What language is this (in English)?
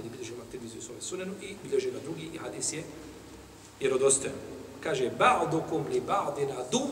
Bosnian